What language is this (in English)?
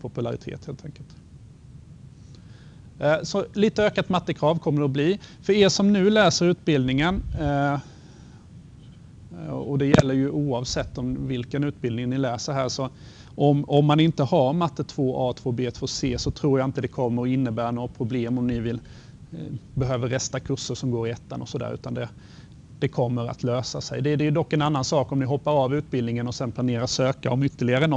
Swedish